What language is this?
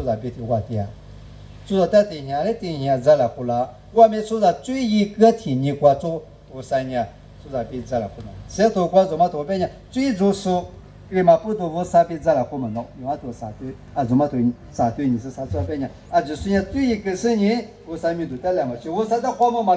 Lisu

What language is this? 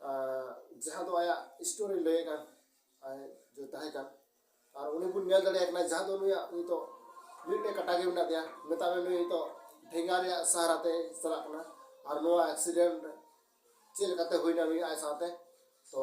Santali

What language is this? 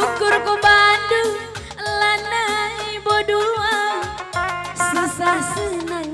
Batak Karo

